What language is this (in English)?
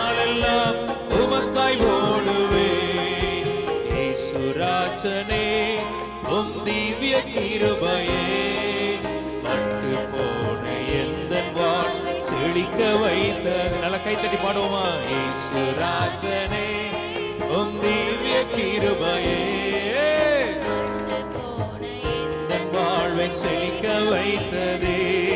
Tamil